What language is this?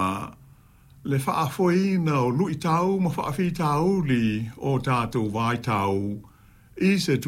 Samoan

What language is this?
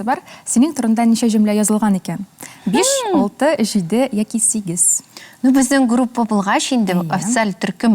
Tatar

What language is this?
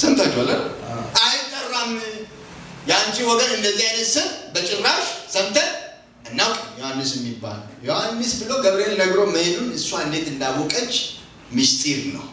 Amharic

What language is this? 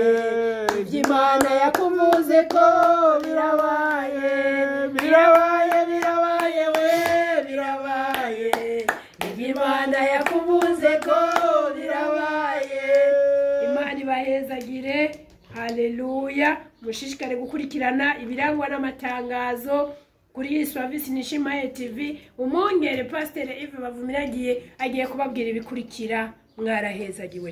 Rundi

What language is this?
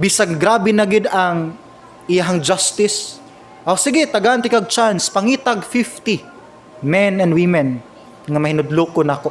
Cebuano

